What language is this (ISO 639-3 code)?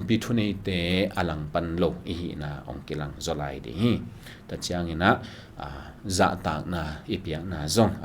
ctd